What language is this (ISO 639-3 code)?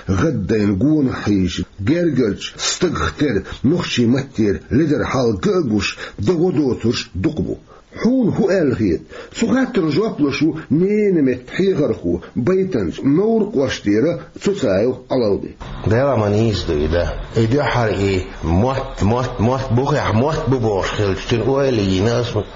che